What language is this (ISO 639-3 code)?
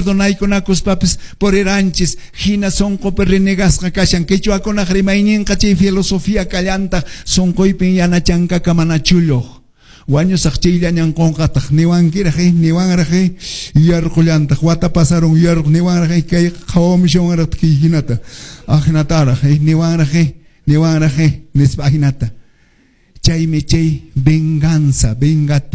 que